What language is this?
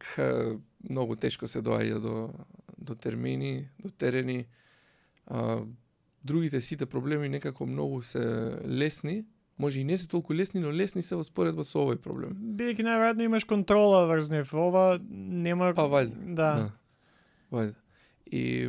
Macedonian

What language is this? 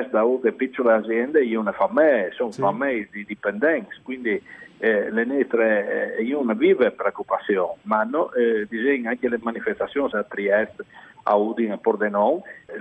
Friulian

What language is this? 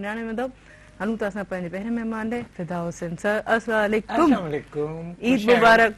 Sindhi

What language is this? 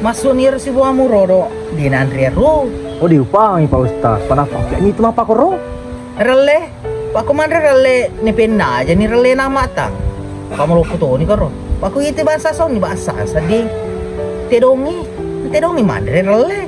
Buginese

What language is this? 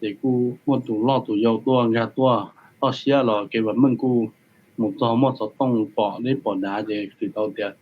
Hmong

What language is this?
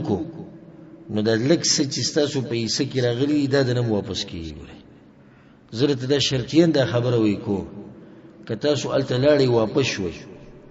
Pashto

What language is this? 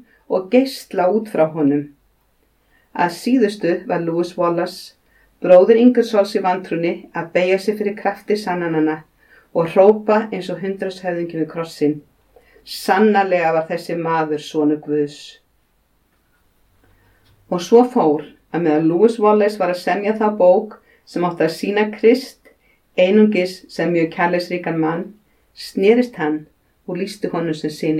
Icelandic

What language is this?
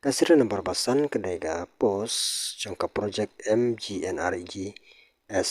Khasi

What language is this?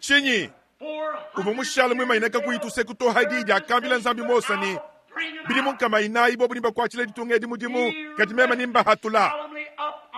Luba-Lulua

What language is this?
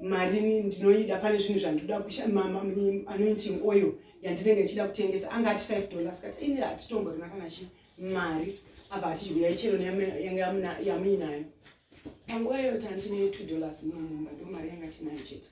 Shona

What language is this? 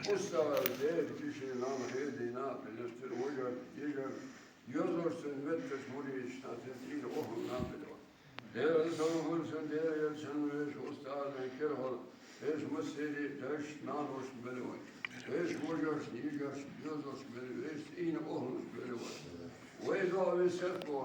Chechen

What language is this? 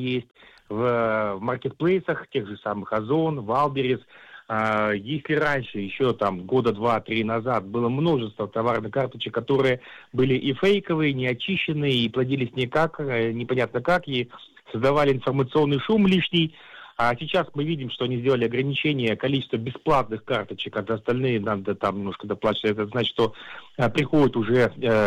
Russian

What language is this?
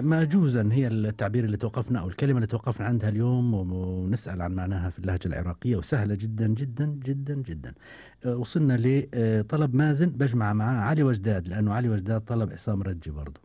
Gulf Arabic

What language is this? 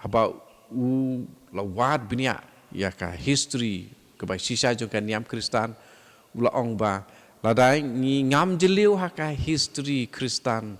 Khasi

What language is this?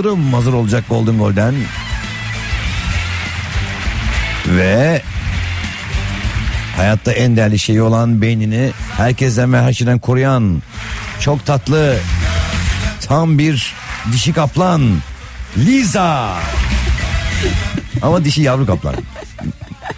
Turkish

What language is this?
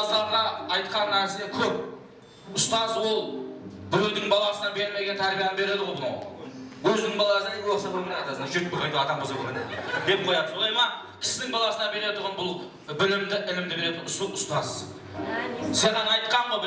Kara-Kalpak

